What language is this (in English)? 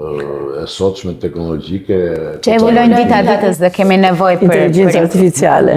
Albanian